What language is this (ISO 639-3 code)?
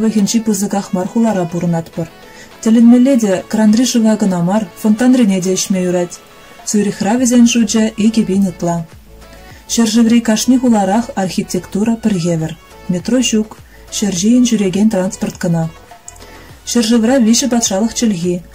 chv